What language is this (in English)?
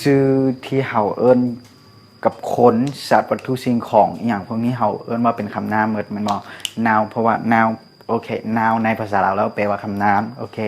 Lao